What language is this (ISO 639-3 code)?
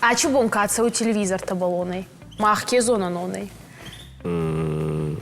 oss